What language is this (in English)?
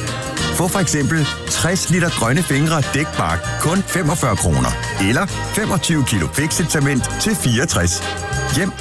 Danish